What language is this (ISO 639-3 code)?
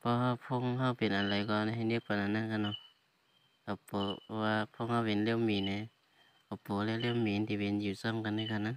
shn